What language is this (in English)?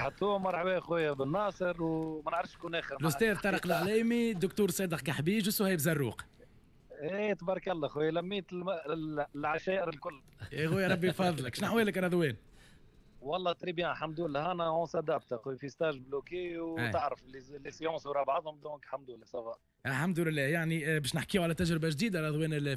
Tunisian Arabic